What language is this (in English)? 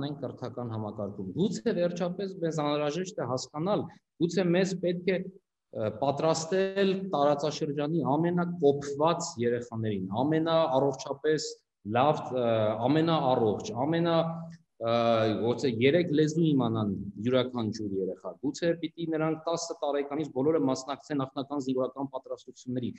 Armenian